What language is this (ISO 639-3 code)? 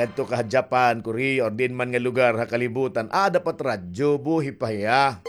war